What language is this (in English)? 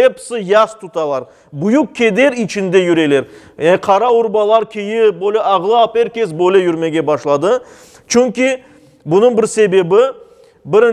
Crimean Tatar